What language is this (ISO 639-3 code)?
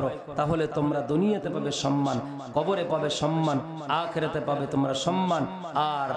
ben